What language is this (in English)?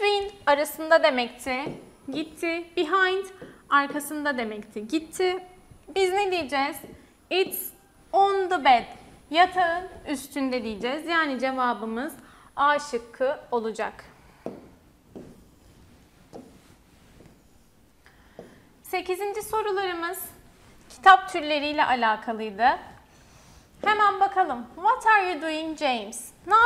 Turkish